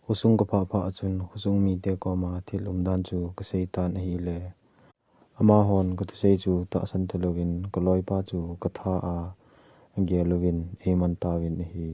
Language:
Thado Chin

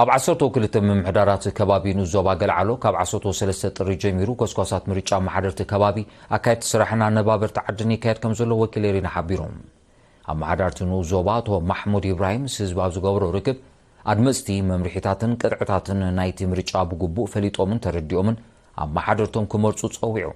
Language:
Tigrinya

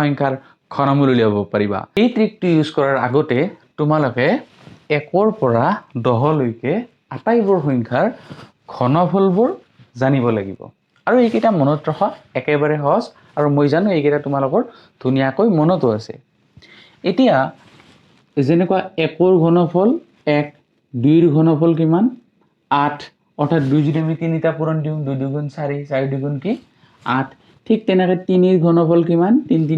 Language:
Assamese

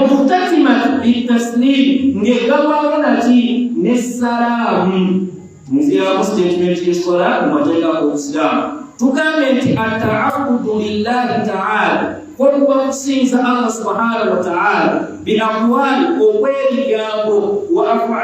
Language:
Ganda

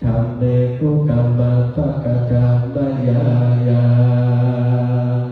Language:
Pali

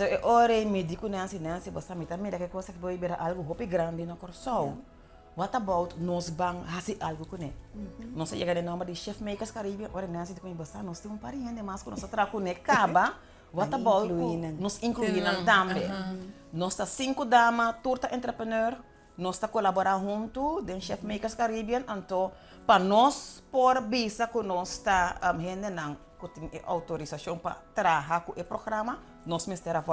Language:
Papiamento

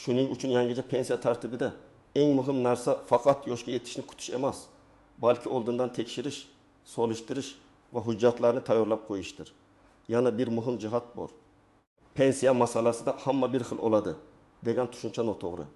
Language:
Uzbek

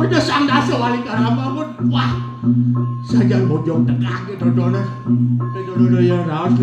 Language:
Balinese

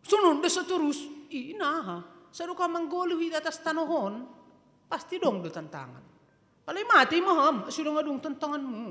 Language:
Batak Simalungun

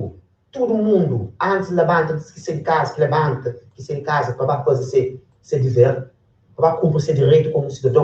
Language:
Kabuverdianu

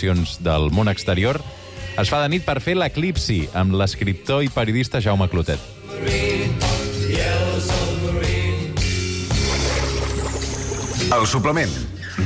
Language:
Catalan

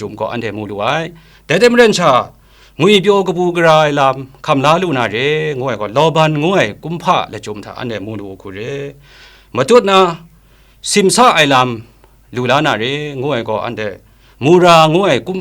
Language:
Kachin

